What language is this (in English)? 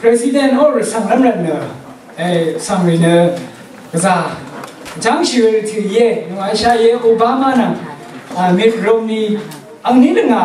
Rawang